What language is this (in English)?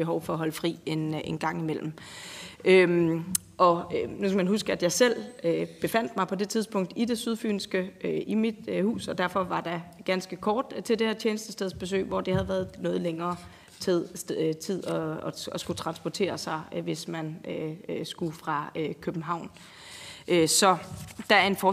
Danish